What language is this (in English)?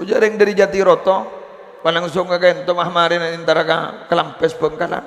Madurese